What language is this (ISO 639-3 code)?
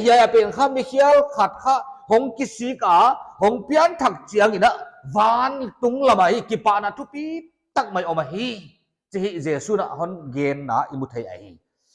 pck